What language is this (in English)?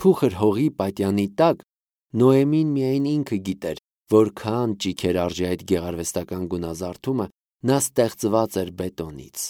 Armenian